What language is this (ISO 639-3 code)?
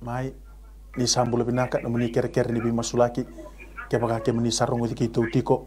fij